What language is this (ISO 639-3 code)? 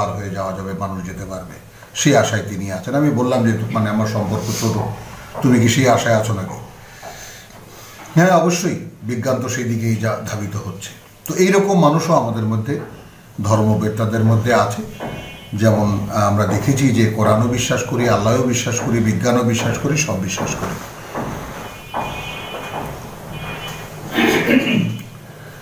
ben